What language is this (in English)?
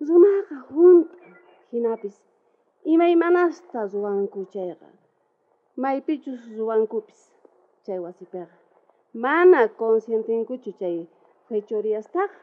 South Bolivian Quechua